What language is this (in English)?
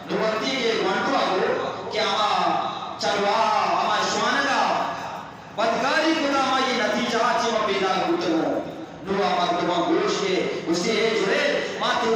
Eastern Balochi